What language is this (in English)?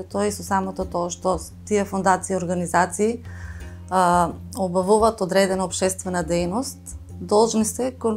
Macedonian